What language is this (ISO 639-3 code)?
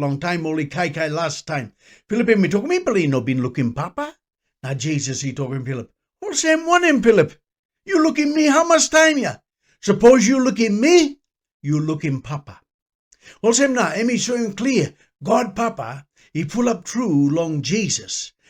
tpi